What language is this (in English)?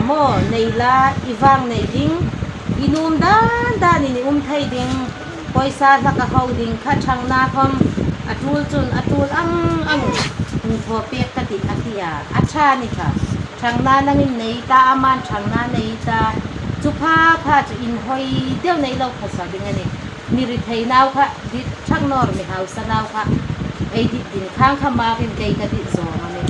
Hmar